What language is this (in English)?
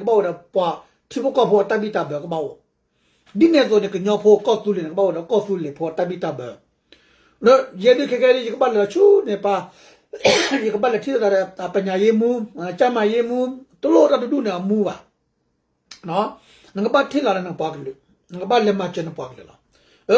S'gaw Karen